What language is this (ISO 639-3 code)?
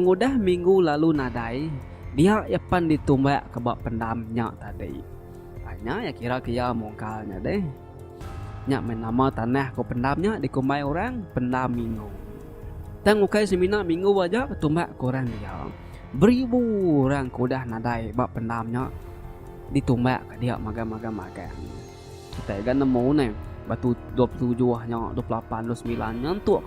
iba